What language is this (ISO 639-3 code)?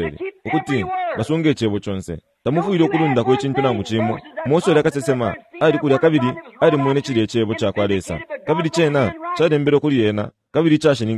bem